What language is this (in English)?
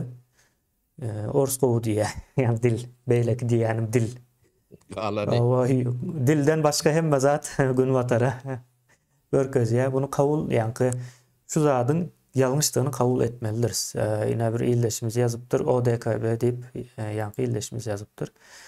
Turkmen